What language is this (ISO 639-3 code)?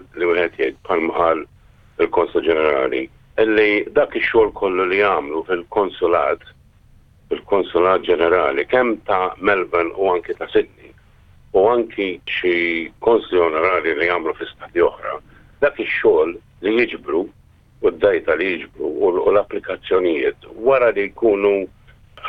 mlt